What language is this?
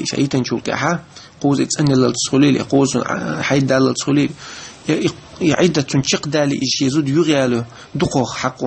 Chechen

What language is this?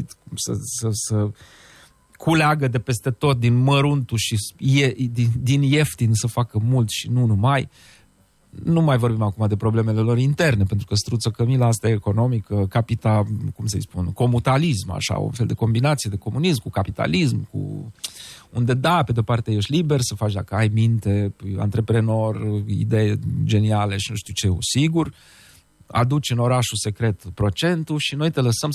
Romanian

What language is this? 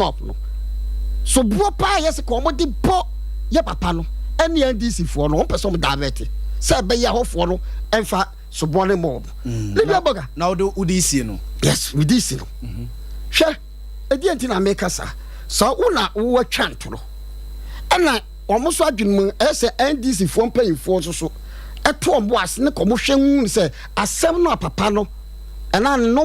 Akan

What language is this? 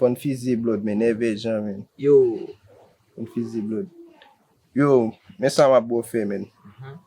Haitian Creole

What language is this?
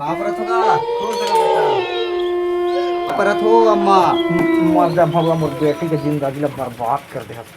Chhattisgarhi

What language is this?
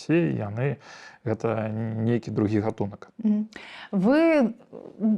Belarusian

